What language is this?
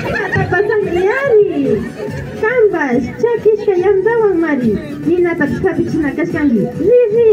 Imbabura Highland Quichua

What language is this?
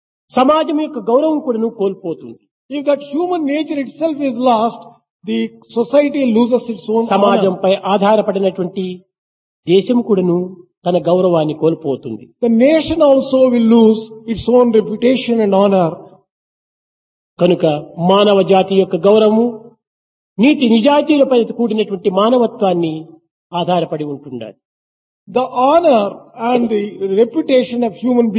Telugu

